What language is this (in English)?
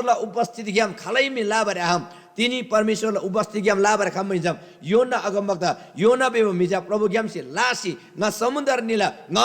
Eastern Tamang